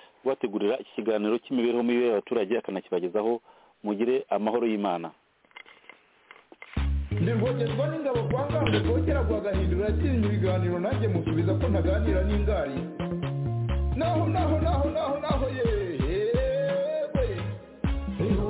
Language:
Kinyarwanda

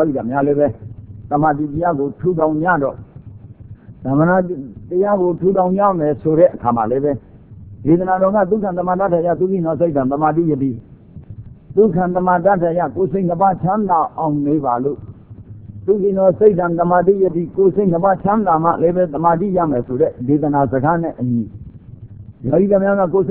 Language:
Burmese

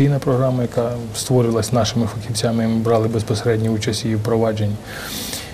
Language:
Ukrainian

